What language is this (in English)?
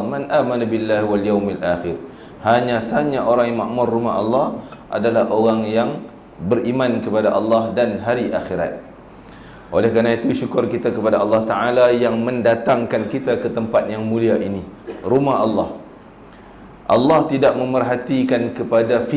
Malay